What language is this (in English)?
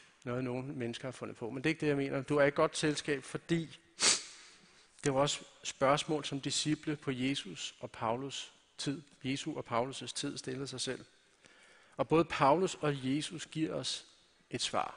Danish